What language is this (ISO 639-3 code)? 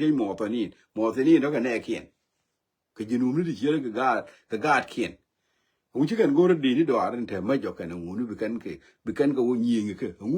nus